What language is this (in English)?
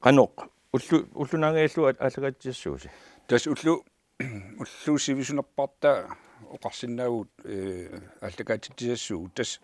Kalaallisut